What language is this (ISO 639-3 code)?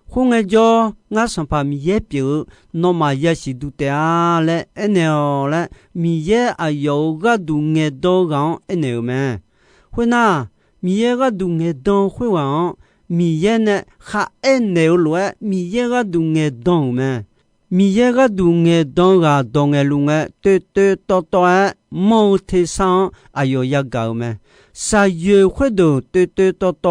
ahk